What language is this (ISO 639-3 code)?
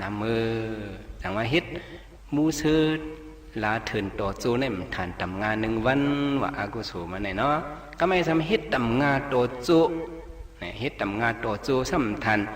shn